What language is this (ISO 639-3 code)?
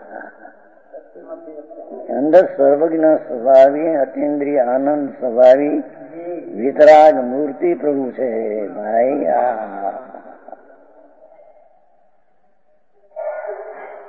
guj